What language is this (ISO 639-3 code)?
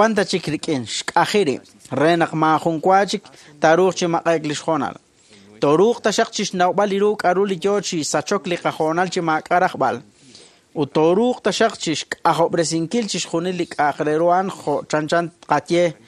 kek